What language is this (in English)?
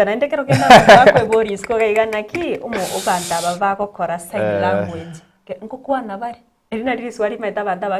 Gusii